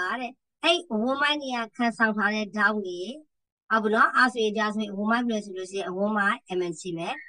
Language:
Burmese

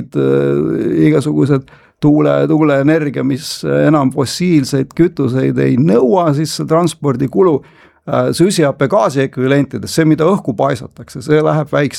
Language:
Estonian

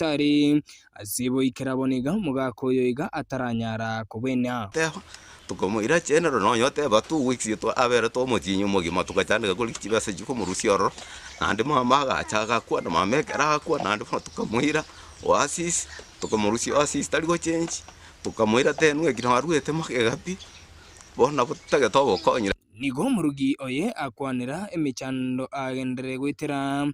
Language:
Gusii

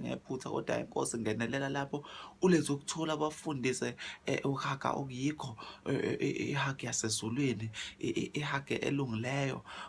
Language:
Zulu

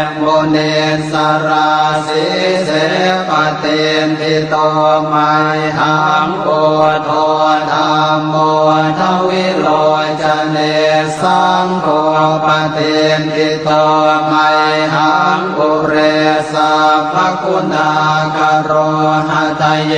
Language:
Pali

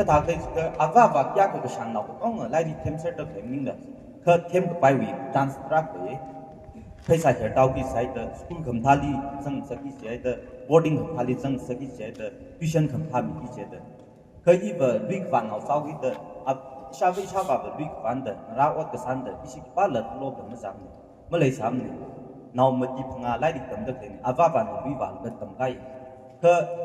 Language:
Tangkhul Naga (India)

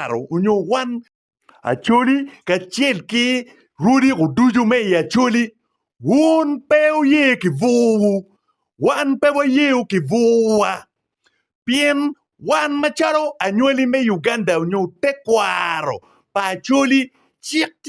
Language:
Acoli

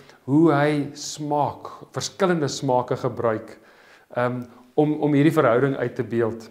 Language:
Afrikaans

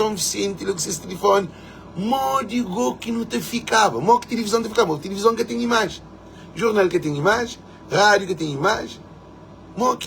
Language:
Kabuverdianu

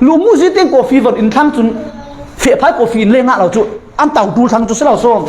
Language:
Falam Chin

